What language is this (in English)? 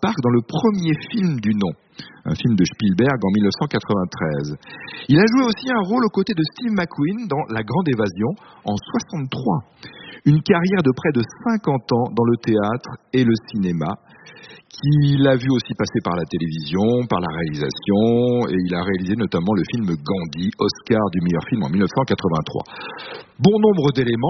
French